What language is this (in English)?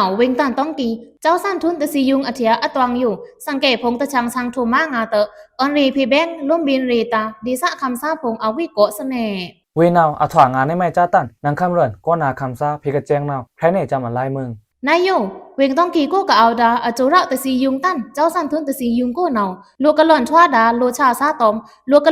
Pa'o Karen